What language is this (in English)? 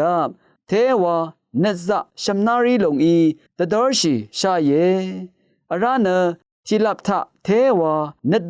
Rawang